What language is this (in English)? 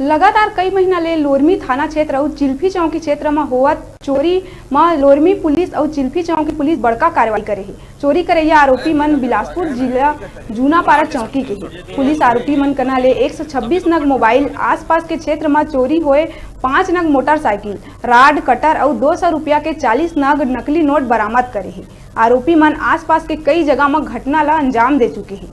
Chhattisgarhi